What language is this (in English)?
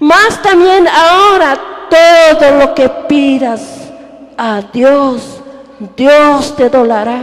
Tzotzil